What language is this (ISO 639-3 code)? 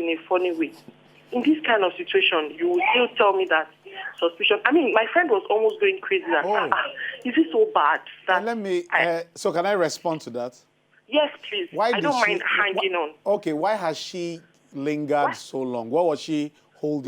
pcm